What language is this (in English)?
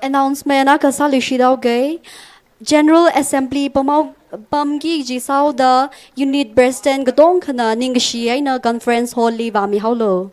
Tangkhul Naga (India)